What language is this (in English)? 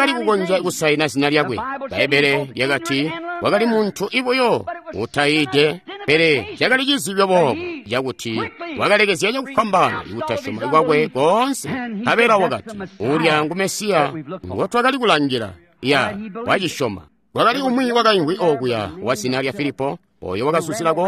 Tonga (Zambia)